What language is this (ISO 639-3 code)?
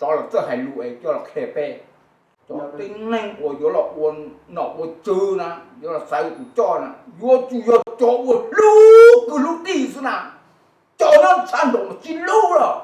hmn